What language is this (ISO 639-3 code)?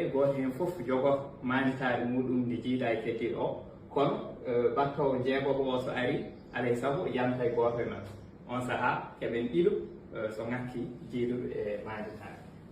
ful